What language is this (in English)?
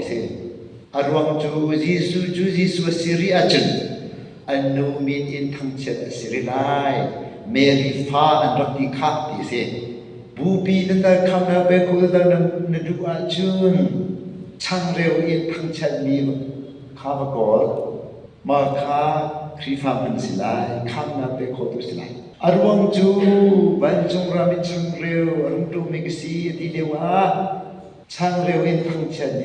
Hakha Chin